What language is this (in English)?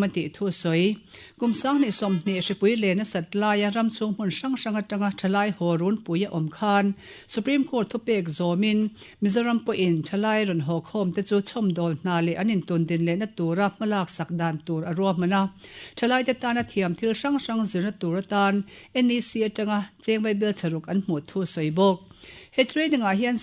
Mizo